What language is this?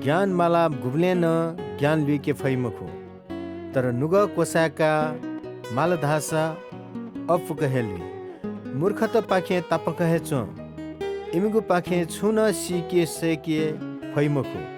Newari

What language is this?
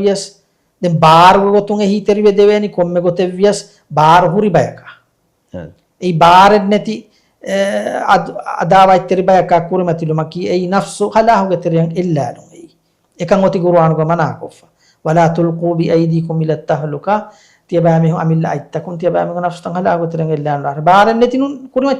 Divehi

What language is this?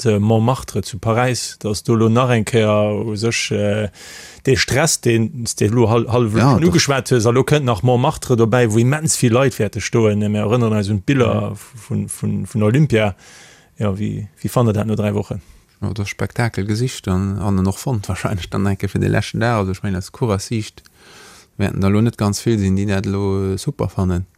Luxembourgish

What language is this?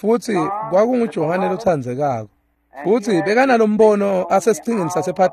Swati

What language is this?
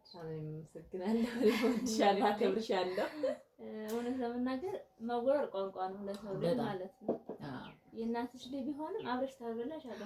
Amharic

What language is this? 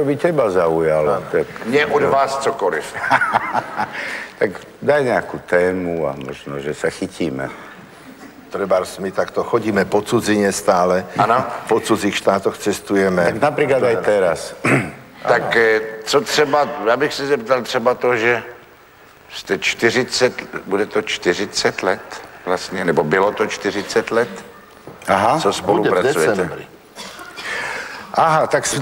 Slovak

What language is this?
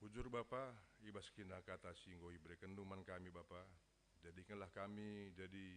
Batak Karo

